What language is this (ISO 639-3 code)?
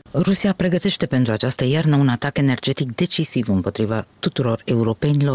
ron